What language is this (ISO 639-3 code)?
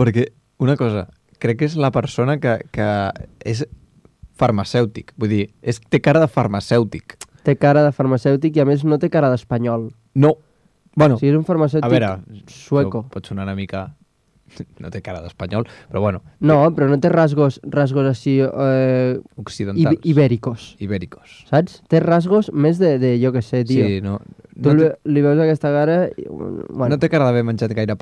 cat